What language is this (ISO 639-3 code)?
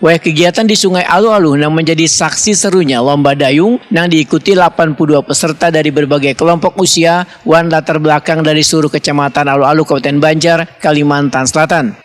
bjn